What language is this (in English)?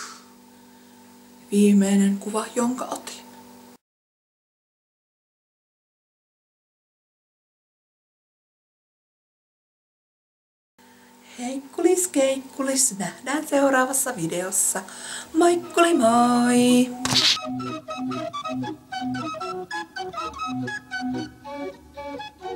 Finnish